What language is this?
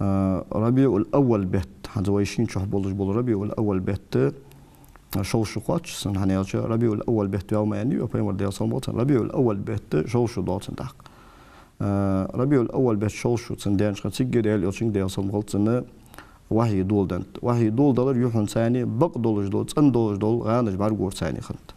Ingush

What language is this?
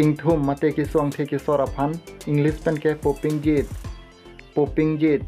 Karbi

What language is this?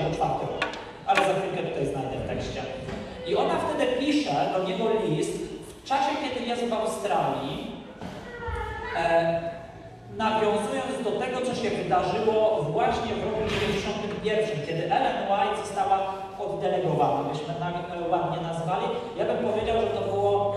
Polish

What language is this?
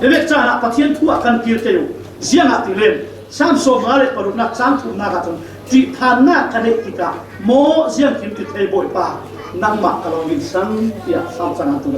Falam Chin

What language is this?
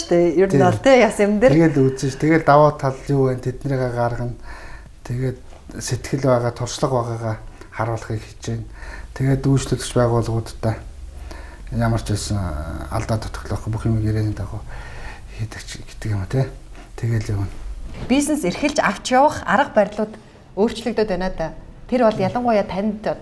Mongolian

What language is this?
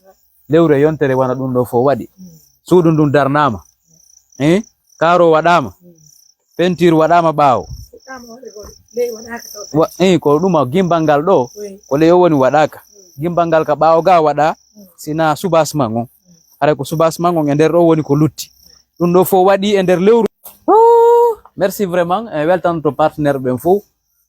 Pular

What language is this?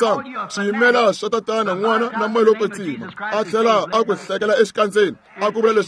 Tsonga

